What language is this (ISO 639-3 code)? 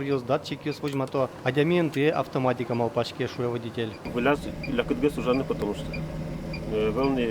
udm